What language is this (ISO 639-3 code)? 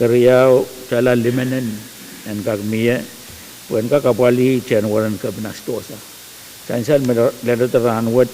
pon